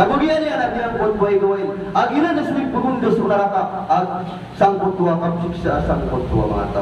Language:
Maranao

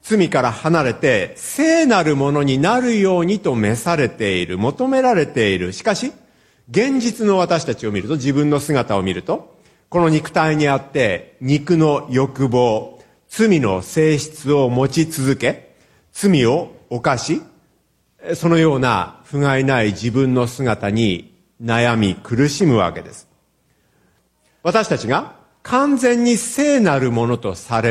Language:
Japanese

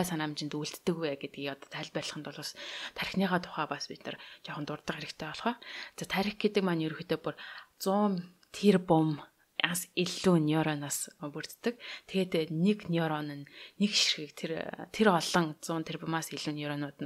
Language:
Mongolian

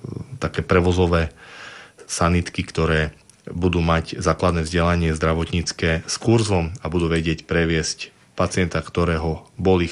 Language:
Slovak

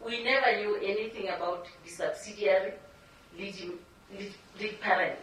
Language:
Southern Sotho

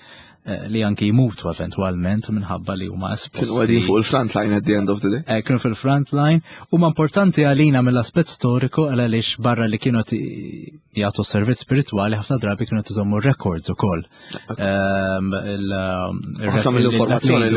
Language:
Maltese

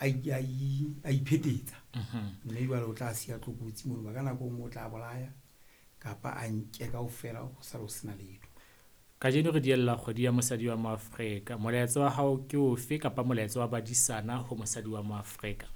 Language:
Southern Sotho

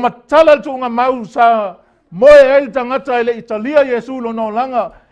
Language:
Samoan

